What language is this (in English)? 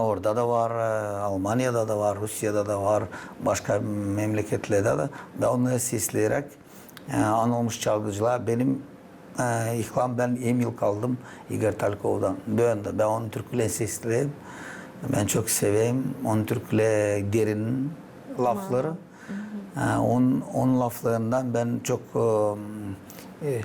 Gagauz